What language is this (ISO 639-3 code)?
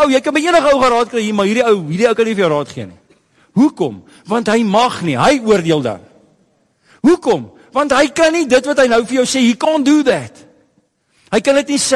afr